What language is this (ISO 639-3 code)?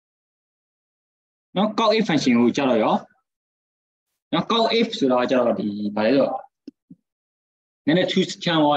mya